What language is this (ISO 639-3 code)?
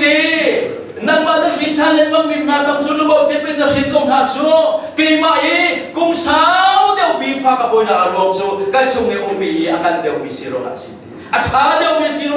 cnh